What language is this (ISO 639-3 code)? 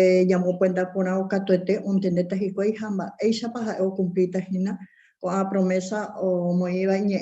grn